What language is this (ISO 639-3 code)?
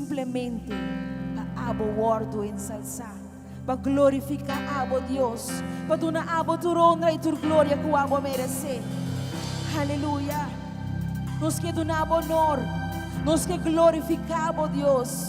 pap